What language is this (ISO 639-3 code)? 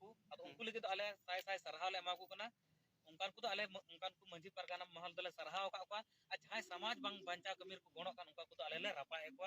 sat